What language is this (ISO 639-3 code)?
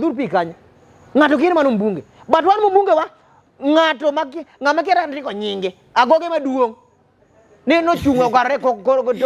luo